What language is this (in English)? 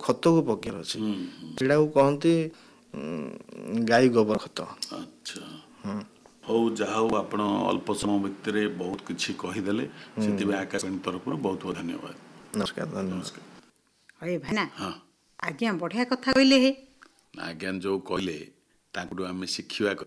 Odia